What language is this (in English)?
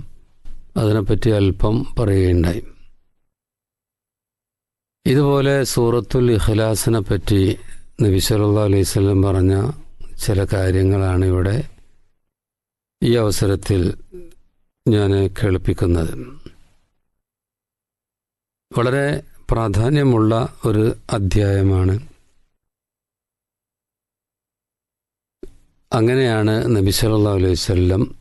Malayalam